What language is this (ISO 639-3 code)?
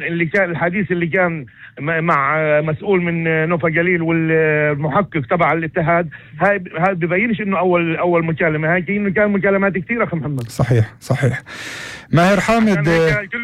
apc